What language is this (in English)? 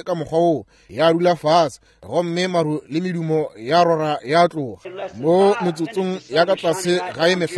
Northern Sotho